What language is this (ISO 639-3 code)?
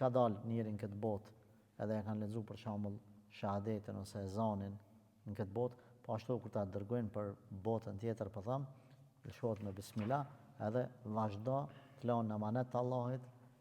sqi